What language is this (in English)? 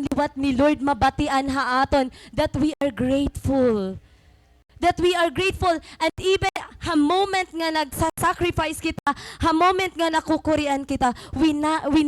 Waray